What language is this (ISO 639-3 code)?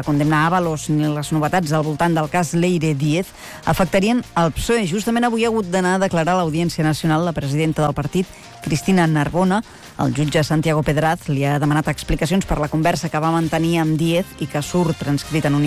cat